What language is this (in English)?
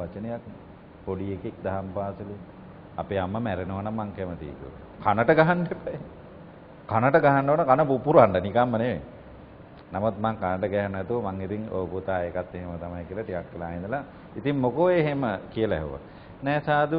Sinhala